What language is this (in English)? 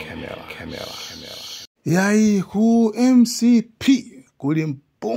Nyanja